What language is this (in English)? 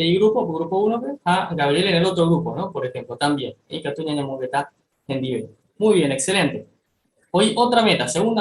Guarani